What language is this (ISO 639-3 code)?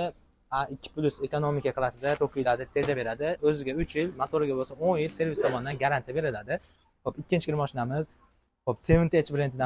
uzb